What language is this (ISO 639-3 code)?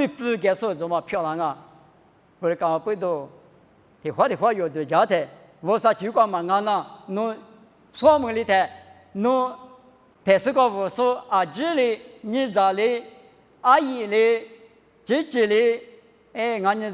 lis